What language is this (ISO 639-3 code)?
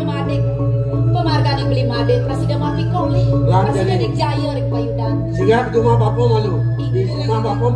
ban